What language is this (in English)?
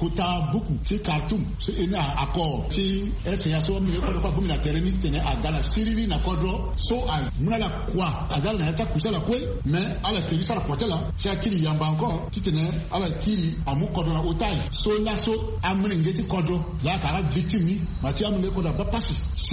Sango